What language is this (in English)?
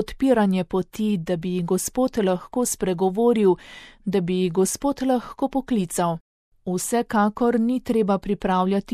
Slovenian